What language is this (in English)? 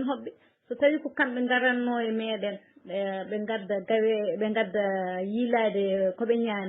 Fula